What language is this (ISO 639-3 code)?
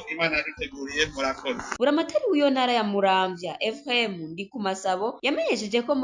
run